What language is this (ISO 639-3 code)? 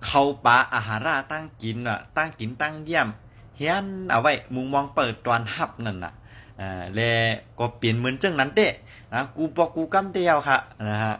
shn